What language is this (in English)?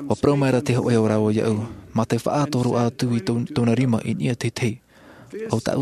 Tahitian